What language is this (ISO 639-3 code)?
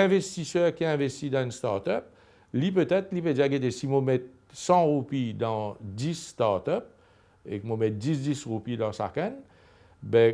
mfe